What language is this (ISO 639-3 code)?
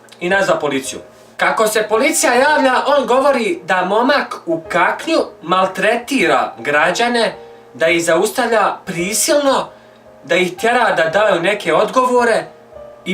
bos